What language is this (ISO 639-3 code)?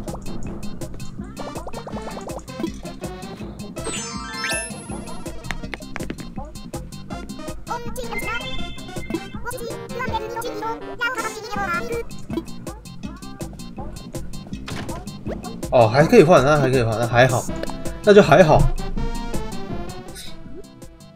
zho